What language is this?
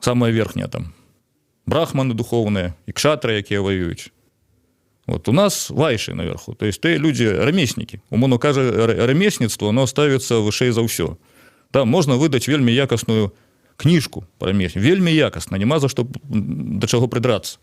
Belarusian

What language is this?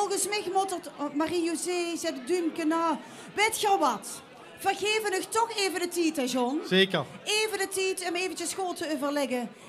Limburgish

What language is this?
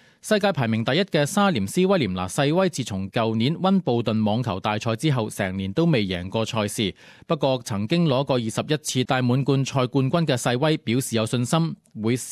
Cantonese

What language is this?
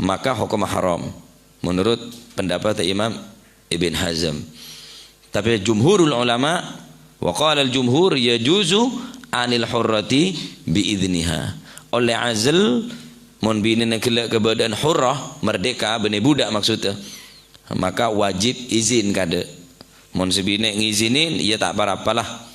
Madurese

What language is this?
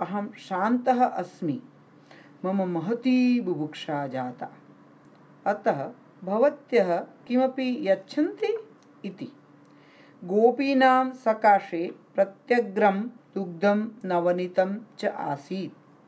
Sanskrit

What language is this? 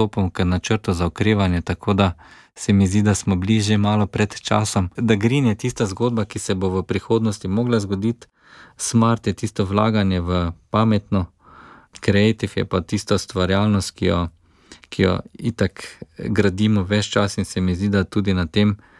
Slovenian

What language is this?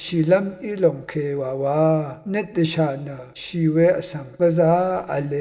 Rawang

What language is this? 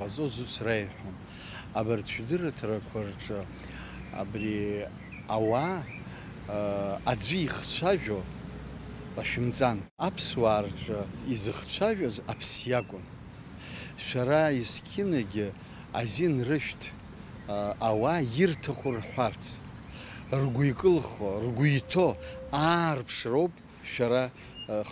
Abkhazian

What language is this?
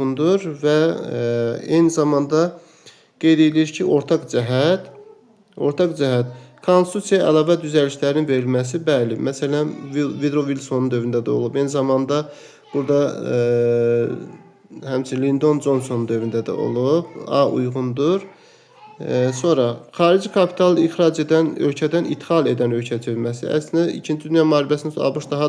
Azerbaijani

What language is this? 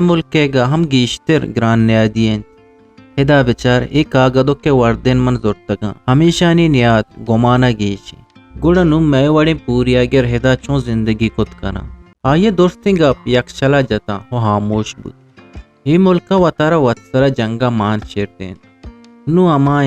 Eastern Balochi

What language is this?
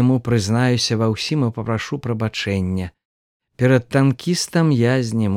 Belarusian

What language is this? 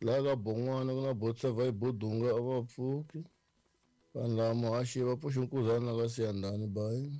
Tsonga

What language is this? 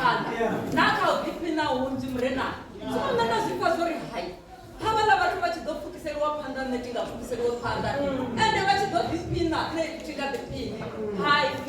Venda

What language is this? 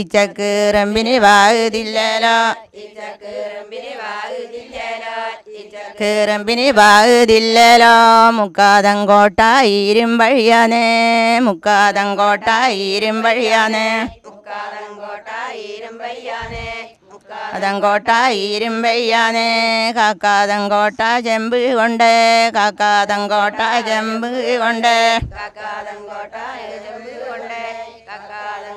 Malayalam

